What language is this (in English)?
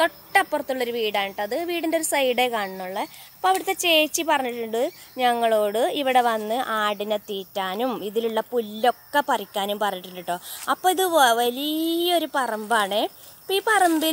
Malayalam